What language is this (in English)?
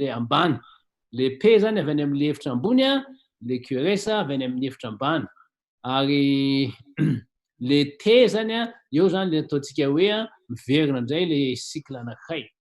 Malagasy